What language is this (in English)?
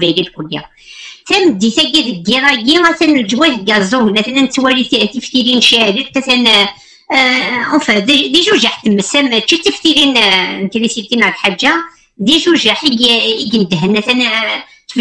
Kabyle